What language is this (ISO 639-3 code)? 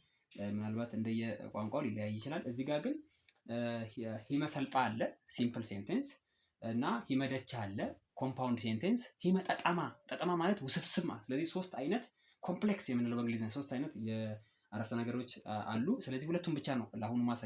amh